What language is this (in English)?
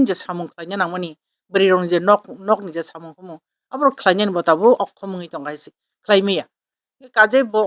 Kok Borok